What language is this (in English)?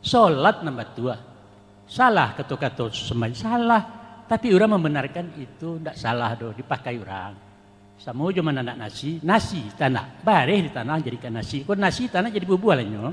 Minangkabau